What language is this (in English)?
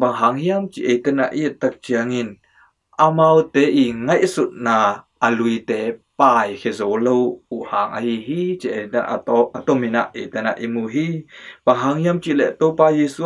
Tedim Chin